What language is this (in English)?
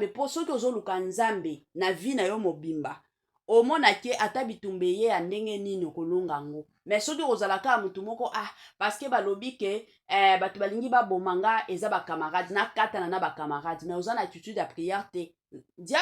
Lingala